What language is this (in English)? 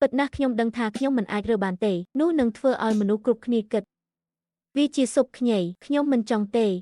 Khmer